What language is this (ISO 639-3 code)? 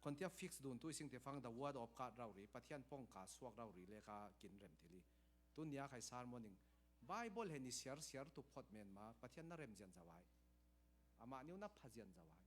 cfm